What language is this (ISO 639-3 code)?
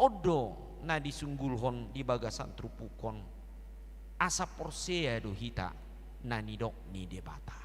bbc